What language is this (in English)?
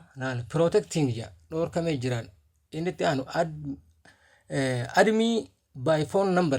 Oromo